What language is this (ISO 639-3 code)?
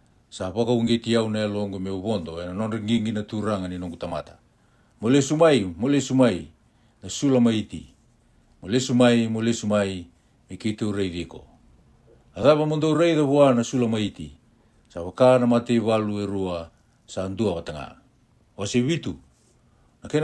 fij